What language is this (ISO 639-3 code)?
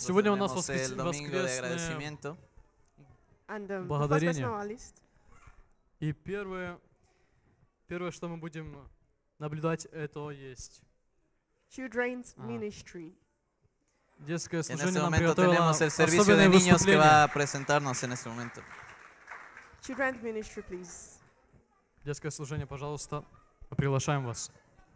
rus